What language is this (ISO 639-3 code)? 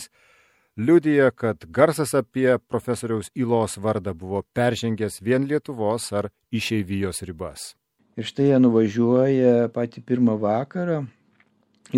lit